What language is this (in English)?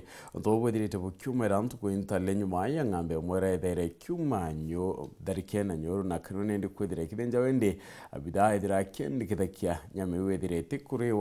Meru